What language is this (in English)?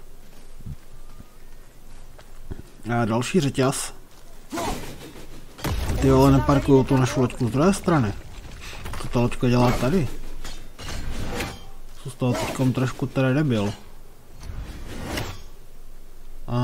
Czech